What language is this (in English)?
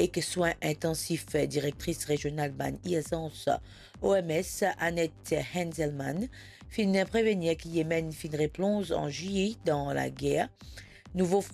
Morisyen